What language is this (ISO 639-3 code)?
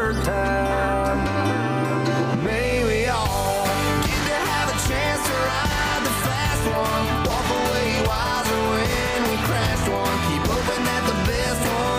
eng